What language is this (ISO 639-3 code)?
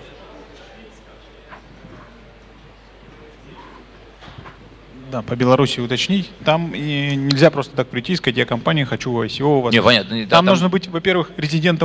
rus